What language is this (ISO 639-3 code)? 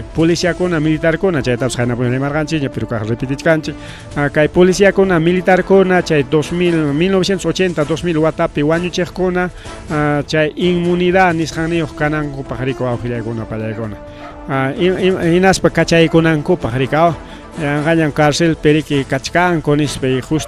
quy